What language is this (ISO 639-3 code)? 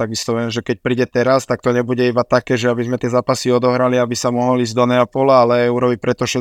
slk